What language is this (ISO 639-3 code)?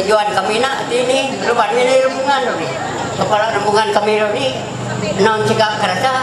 mhy